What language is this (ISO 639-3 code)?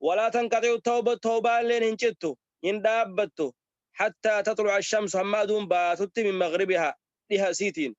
orm